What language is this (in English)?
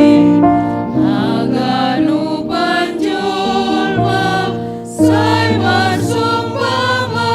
Batak Simalungun